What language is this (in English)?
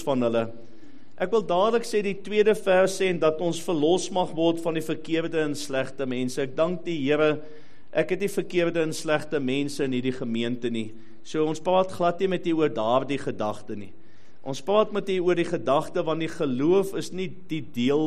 Afrikaans